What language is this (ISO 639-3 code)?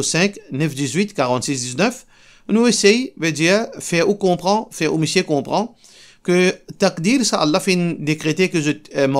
mfe